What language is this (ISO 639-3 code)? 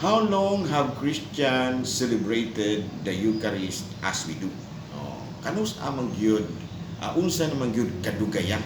ceb